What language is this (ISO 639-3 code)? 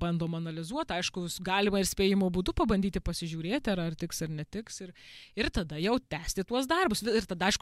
lit